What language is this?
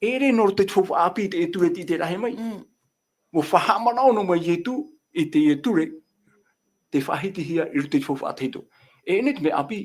Tahitian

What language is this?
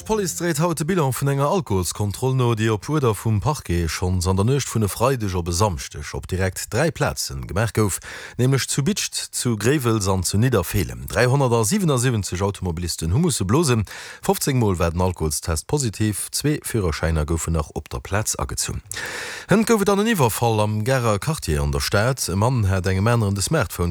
Luxembourgish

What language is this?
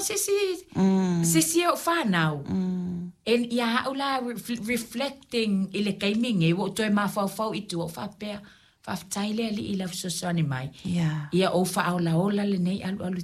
Samoan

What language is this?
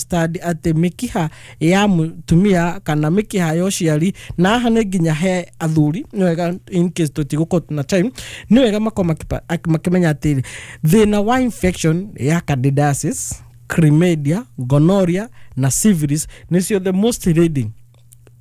Kikuyu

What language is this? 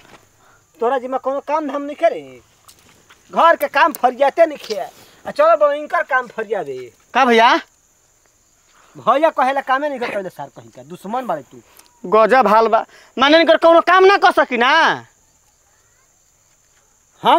Bhojpuri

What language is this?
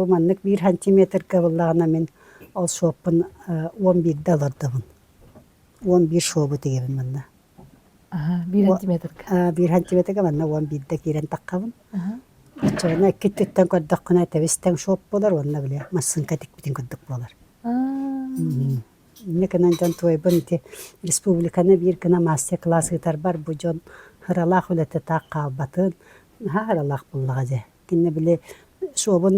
Yakut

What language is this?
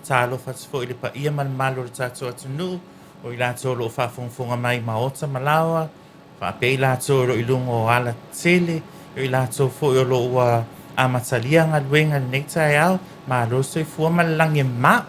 Samoan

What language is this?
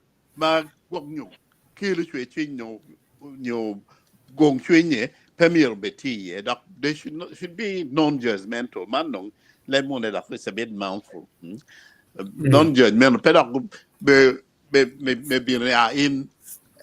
Acoli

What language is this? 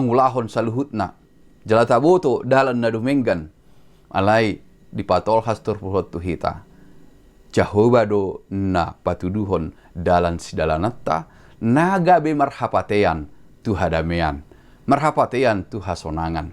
Batak Toba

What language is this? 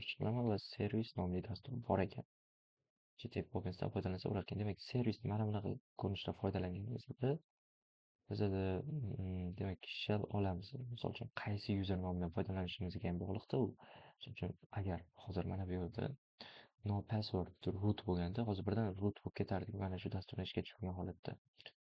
Uzbek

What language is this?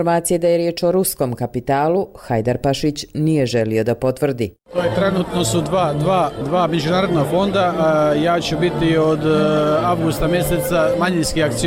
Bosnian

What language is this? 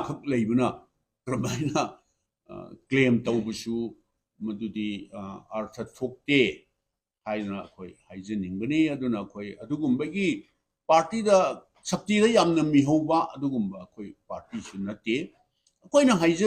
Manipuri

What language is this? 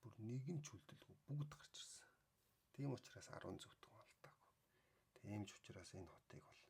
Mongolian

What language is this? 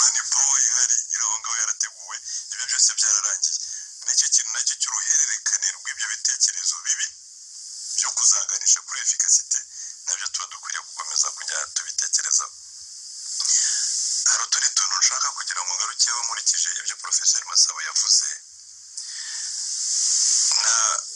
Kinyarwanda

